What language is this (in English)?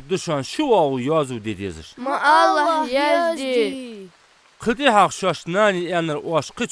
Ingush